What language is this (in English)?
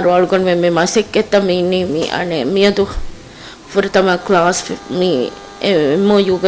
Divehi